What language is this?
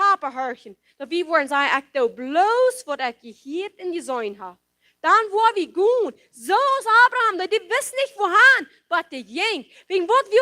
Plautdietsch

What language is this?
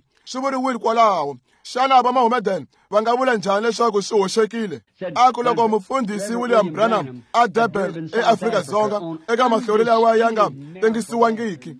Tsonga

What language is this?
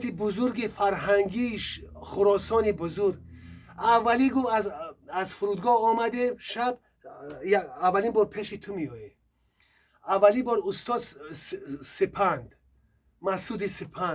Tajik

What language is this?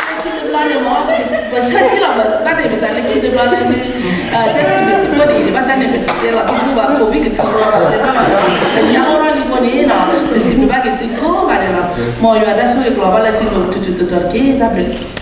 S'gaw Karen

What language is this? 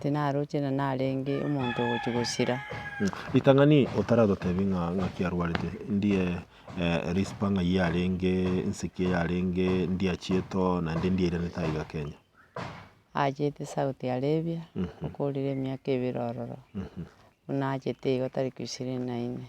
Gusii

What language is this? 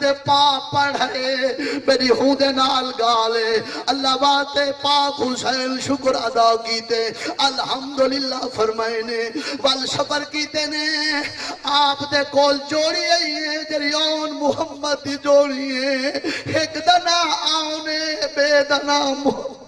Saraiki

